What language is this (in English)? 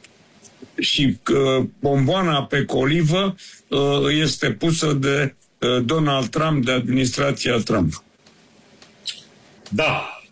Romanian